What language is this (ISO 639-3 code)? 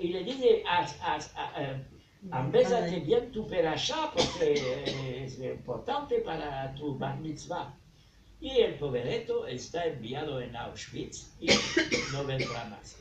lad